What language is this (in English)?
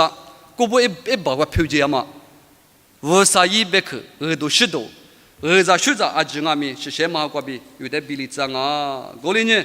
Lisu